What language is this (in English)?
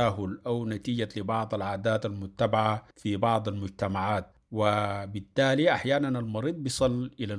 Sudanese Arabic